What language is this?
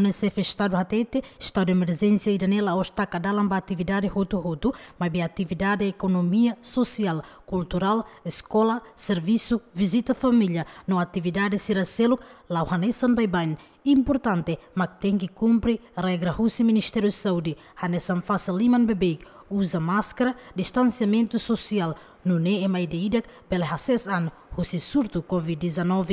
Tetum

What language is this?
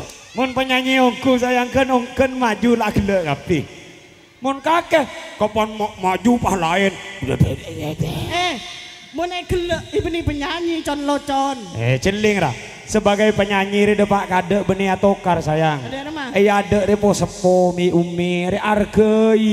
Madurese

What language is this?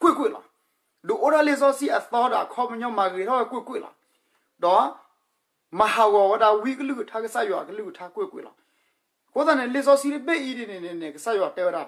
S'gaw Karen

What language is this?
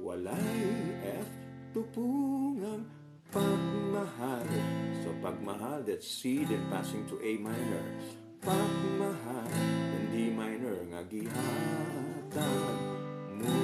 Cebuano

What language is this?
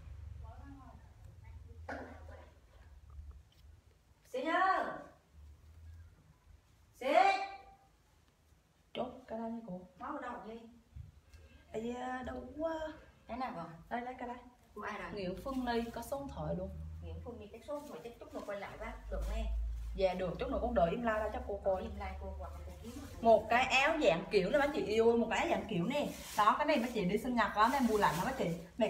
Vietnamese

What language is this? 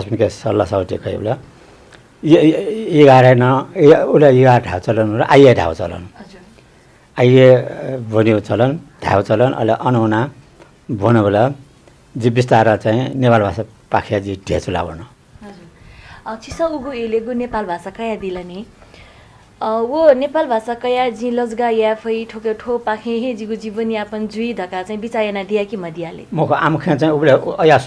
Newari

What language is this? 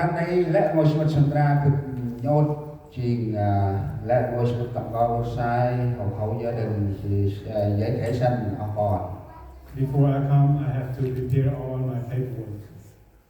Central Mnong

